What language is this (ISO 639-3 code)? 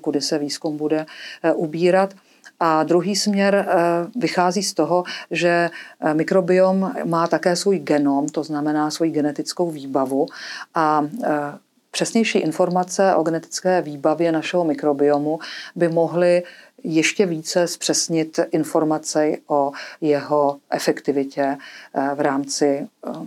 ces